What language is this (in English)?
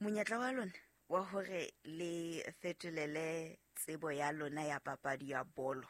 Southern Sotho